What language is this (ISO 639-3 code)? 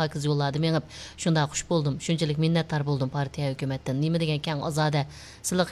uig